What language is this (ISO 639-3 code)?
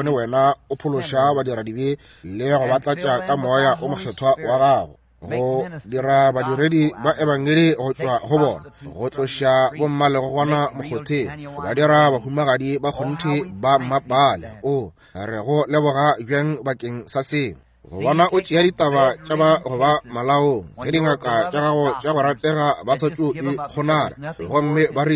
nso